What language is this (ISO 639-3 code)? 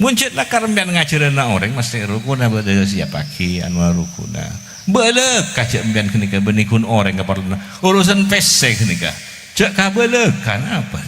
mad